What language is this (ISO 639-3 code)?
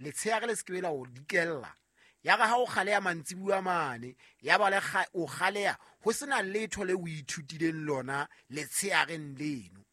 sot